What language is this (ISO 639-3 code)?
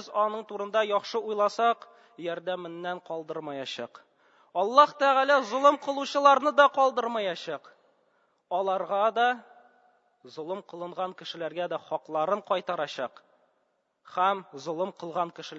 tat